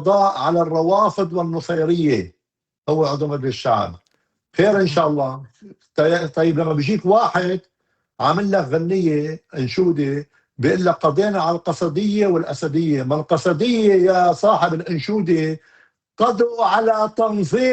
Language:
North Levantine Arabic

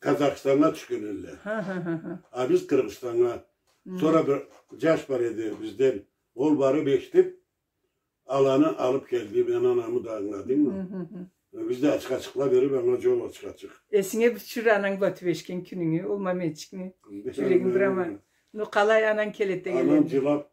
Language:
Karachay-Balkar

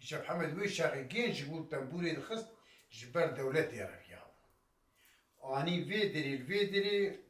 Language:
Kurdish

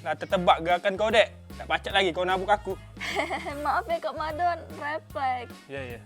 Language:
Musi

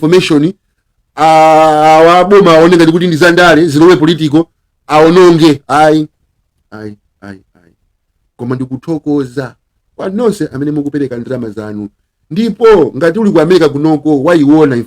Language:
Nyanja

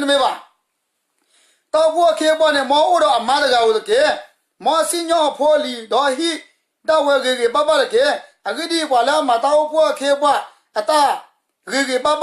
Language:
S'gaw Karen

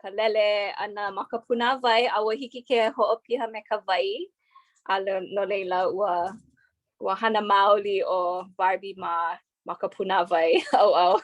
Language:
Hawaiian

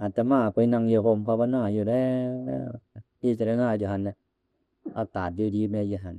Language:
Northeastern Thai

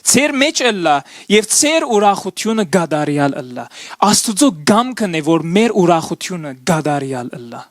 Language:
Western Armenian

